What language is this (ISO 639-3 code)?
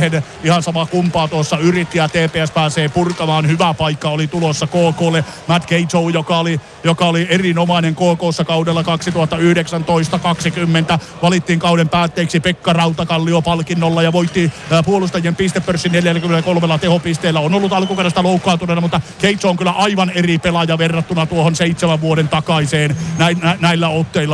fin